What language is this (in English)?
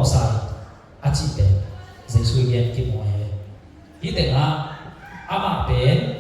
Tedim Chin